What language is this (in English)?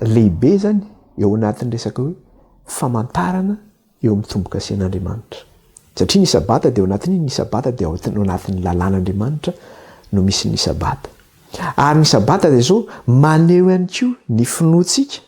Malagasy